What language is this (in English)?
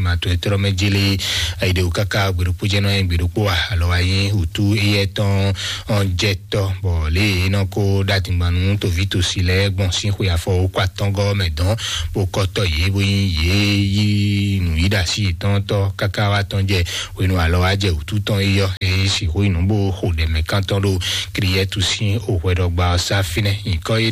Fon